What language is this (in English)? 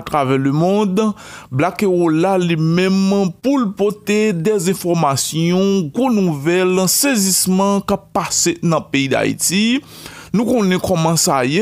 Haitian Creole